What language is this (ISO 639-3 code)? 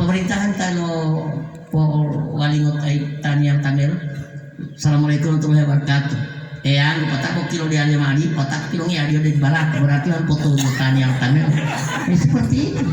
gor